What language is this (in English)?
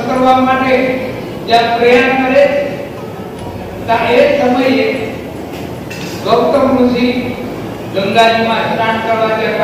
Gujarati